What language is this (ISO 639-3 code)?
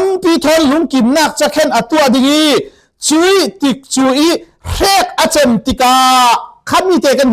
cfm